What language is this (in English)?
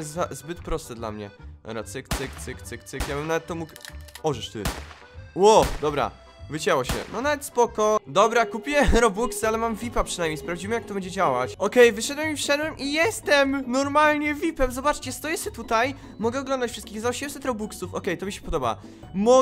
Polish